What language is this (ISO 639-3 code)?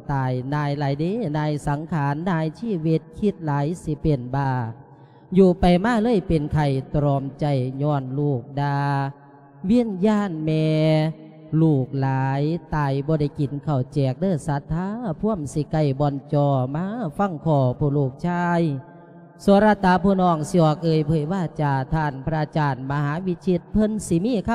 lao